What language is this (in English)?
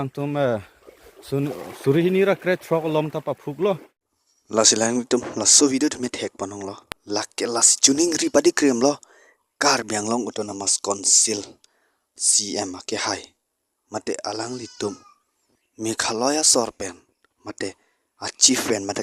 Karbi